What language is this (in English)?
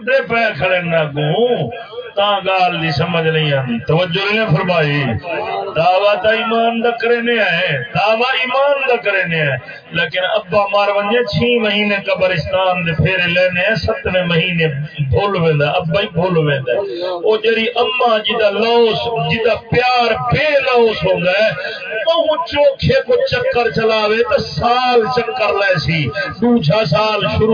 Saraiki